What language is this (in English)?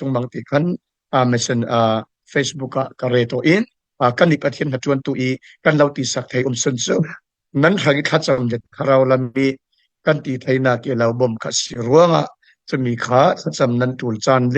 Falam Chin